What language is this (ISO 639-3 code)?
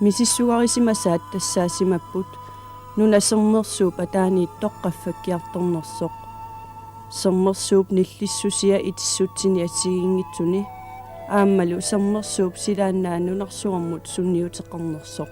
kal